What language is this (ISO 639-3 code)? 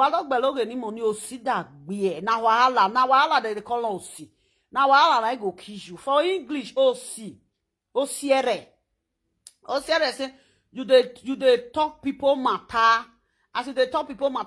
pcm